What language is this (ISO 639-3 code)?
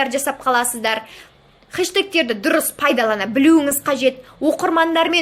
kaz